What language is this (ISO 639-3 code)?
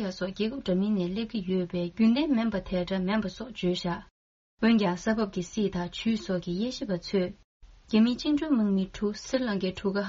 bod